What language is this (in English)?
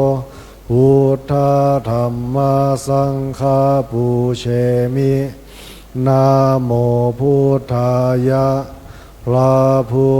Pali